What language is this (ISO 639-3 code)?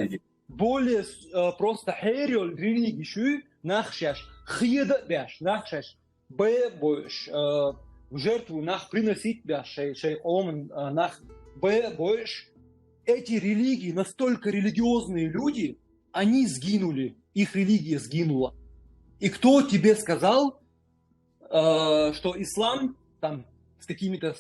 che